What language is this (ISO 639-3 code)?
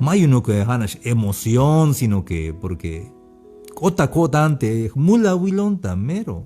tzh